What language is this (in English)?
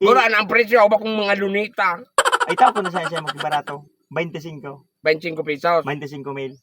Bikol